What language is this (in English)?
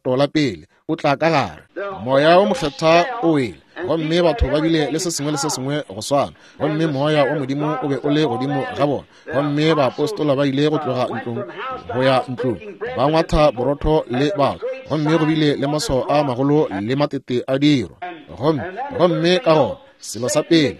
Northern Sotho